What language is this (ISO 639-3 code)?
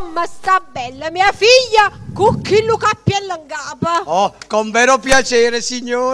nap